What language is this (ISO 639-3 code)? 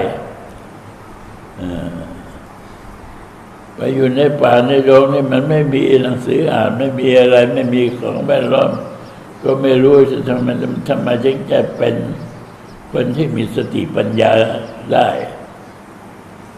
tha